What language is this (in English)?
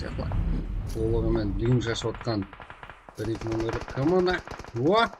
Kara-Kalpak